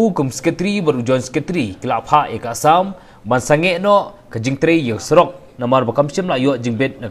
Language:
Khasi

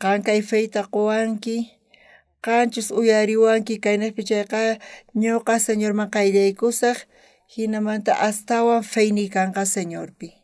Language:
South Bolivian Quechua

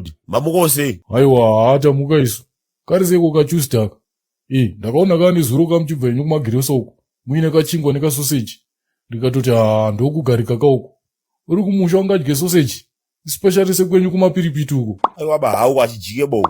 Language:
Shona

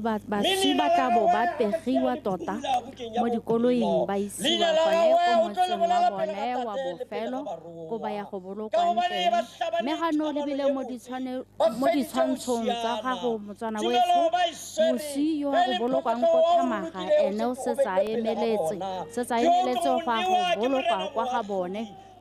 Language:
Tswana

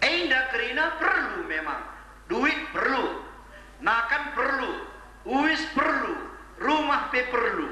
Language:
Batak Karo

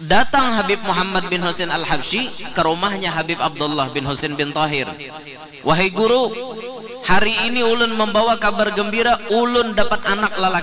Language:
Banjar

